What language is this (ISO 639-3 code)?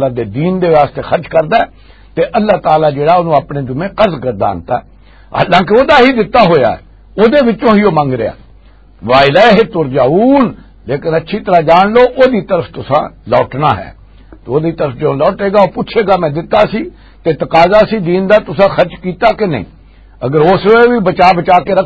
lah